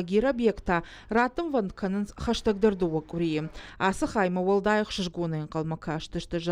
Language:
Ossetic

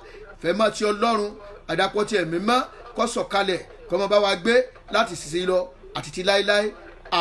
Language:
Yoruba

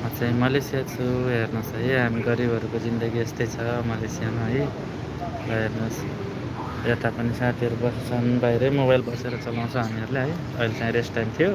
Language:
Nepali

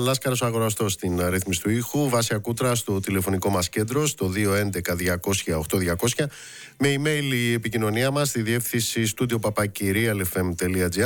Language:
Greek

